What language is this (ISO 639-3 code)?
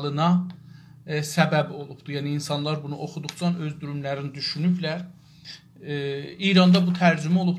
azb